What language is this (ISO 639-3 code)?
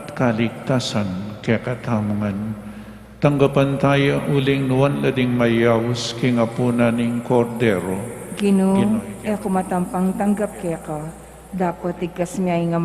pam